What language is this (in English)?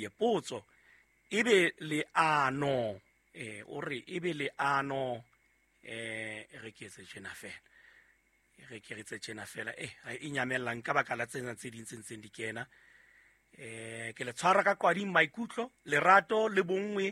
Southern Sotho